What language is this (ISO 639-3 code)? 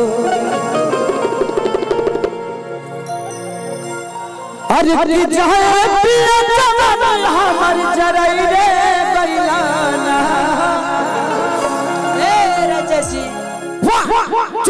bho